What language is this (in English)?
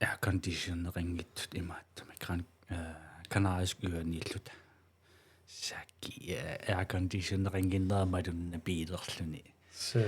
Kalaallisut